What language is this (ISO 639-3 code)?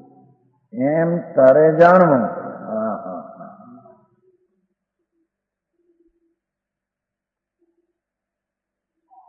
guj